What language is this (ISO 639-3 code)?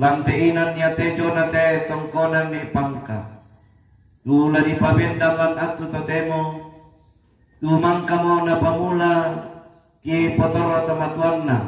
sda